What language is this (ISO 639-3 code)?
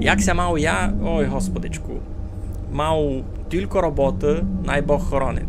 rue